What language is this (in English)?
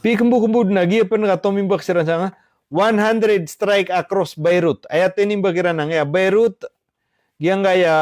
Maranao